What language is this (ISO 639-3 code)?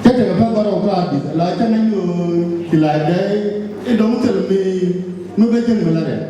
nus